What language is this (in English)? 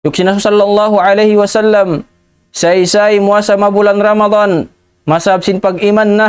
Tausug